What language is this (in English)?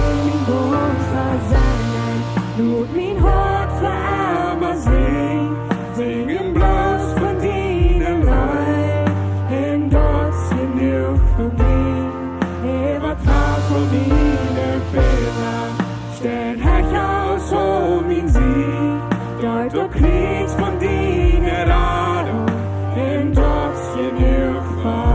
Plautdietsch